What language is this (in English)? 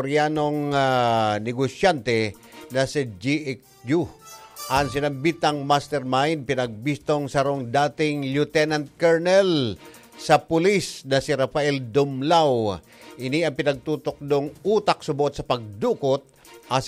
Bikol